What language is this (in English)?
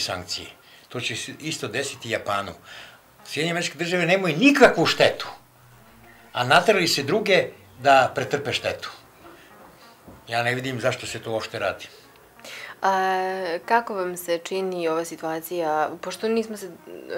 Serbian